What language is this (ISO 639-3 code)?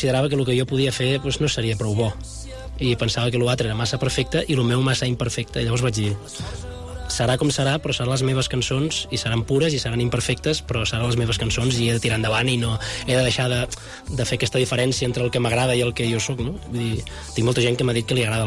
cat